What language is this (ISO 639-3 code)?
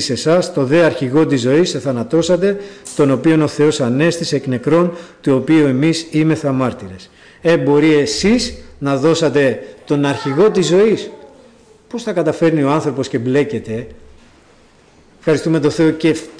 ell